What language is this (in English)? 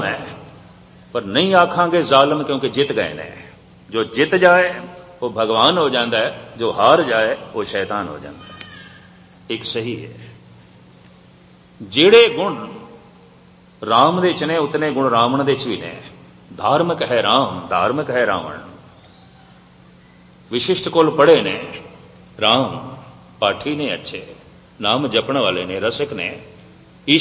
Punjabi